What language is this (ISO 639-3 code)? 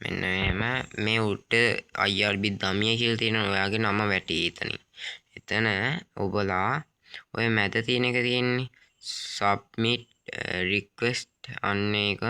sin